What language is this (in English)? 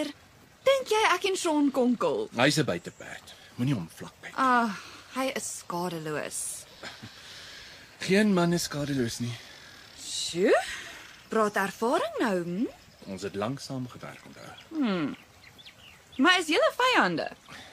Afrikaans